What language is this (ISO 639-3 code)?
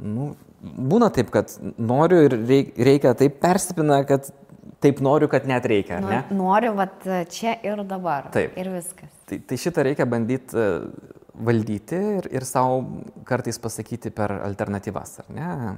lit